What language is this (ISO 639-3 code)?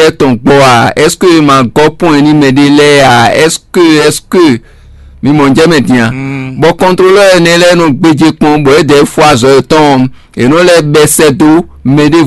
fon